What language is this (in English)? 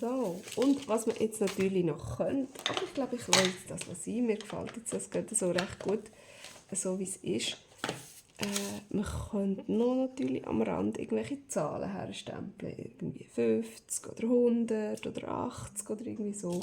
Swiss German